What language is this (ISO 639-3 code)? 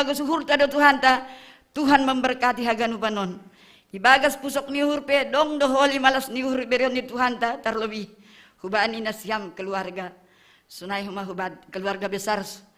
bts